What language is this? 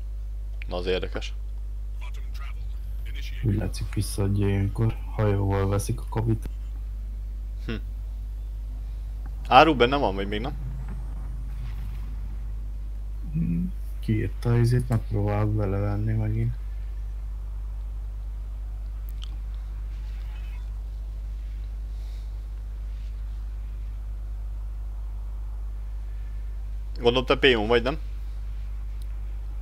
Hungarian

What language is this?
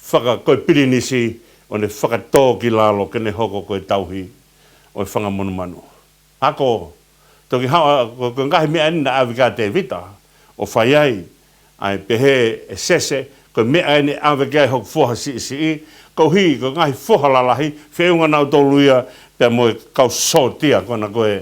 Tongan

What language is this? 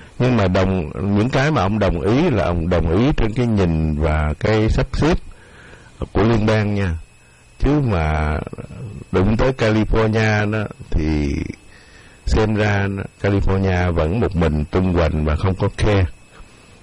Vietnamese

